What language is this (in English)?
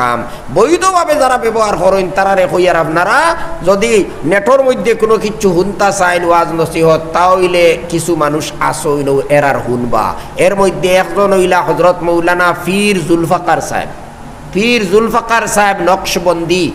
Sylheti